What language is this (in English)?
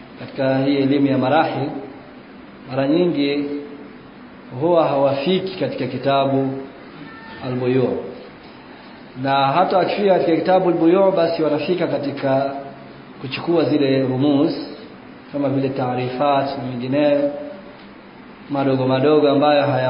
Swahili